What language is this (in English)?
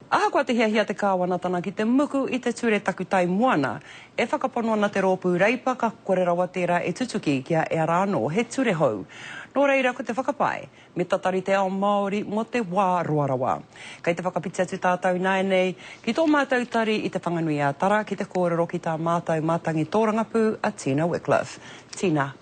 Māori